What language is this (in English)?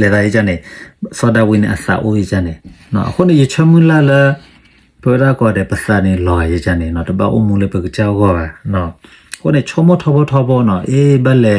S'gaw Karen